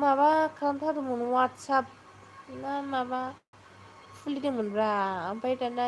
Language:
Bodo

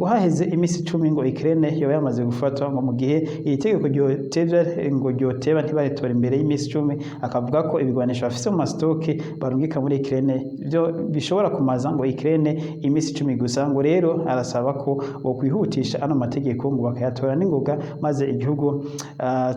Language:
Rundi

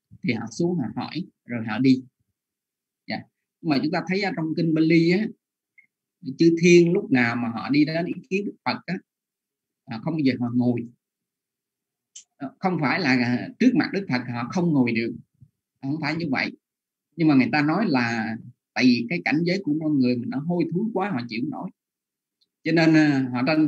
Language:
Vietnamese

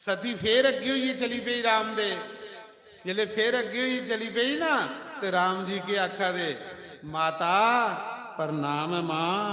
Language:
Dogri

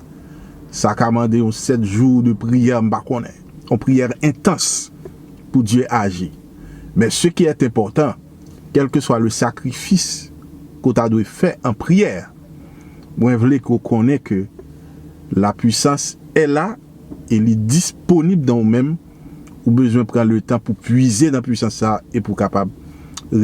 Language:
Haitian Creole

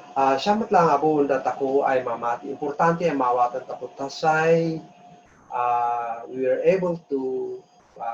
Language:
Kankanaey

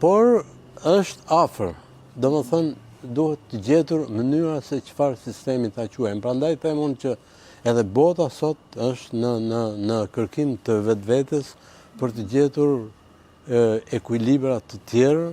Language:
Albanian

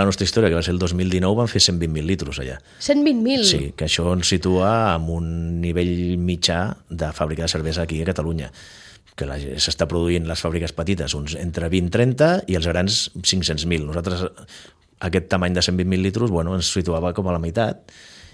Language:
Catalan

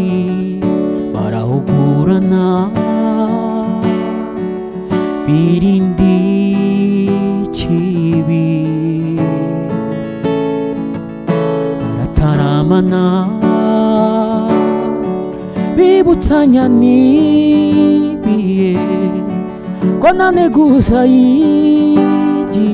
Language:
Kinyarwanda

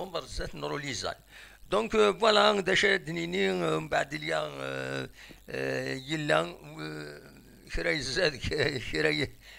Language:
Kabyle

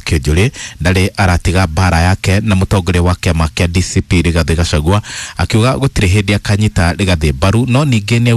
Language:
Kikuyu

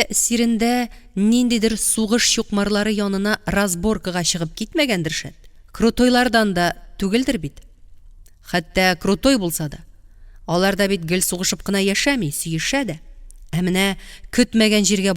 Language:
Tatar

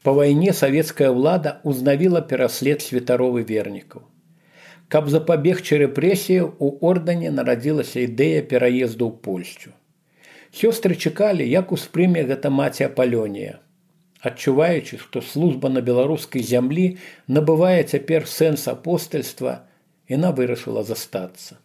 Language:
Belarusian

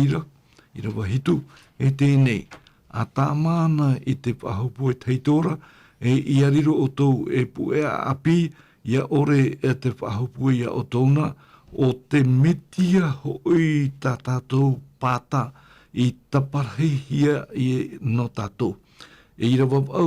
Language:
Tahitian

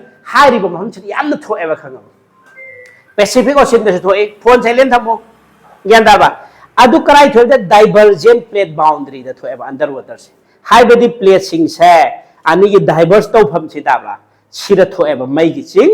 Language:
Manipuri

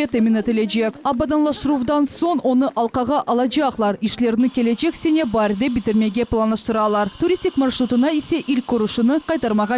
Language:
Crimean Tatar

